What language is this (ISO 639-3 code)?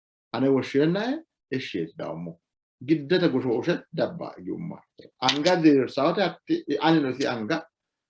sid